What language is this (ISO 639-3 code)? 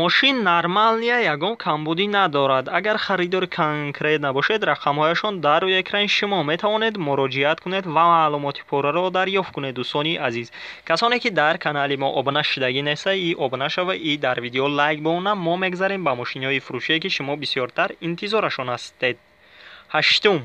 tgk